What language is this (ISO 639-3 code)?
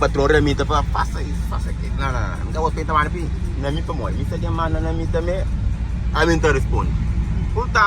kea